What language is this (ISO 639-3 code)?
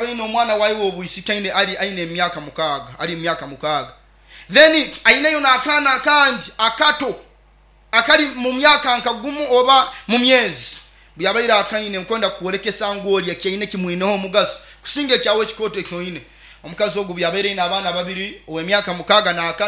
nyo